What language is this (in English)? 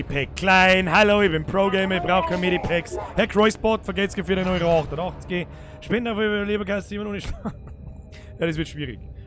Bavarian